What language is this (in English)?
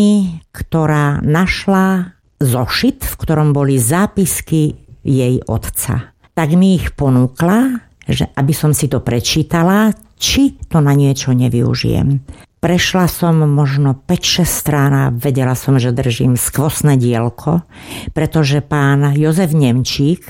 Slovak